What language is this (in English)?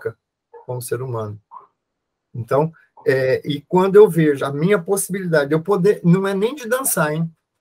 Portuguese